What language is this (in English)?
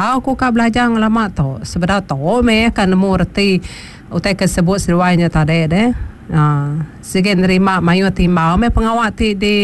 Iban